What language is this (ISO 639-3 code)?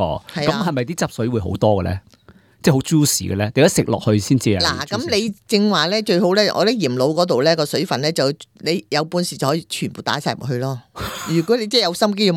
yue